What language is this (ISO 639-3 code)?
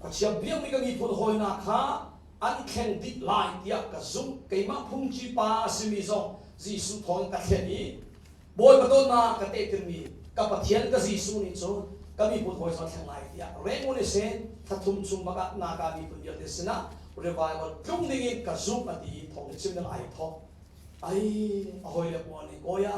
cnh